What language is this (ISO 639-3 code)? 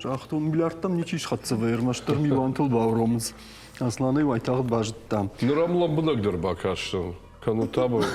oss